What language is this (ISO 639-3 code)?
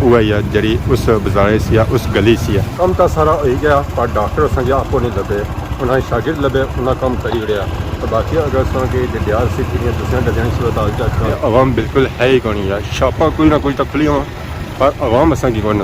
phr